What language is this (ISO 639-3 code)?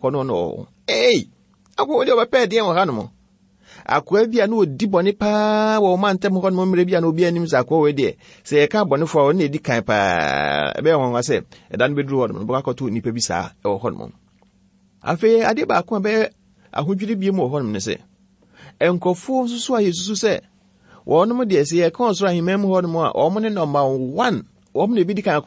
aka